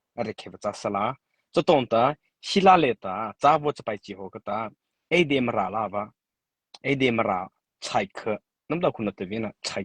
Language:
Mara Chin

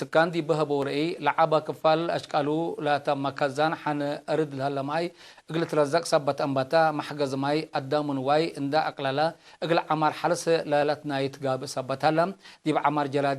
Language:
Tigre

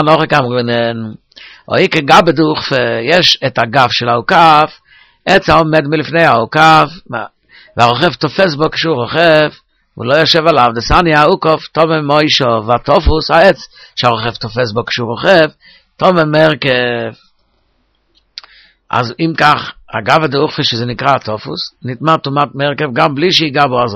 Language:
Hebrew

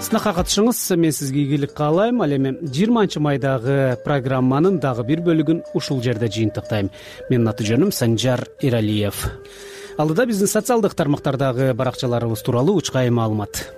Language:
Kyrgyz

